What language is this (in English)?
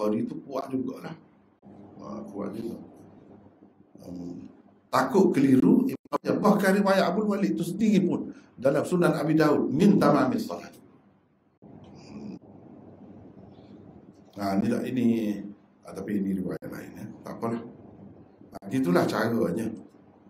Malay